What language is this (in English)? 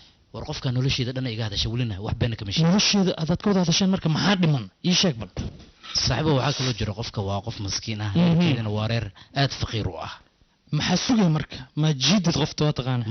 Somali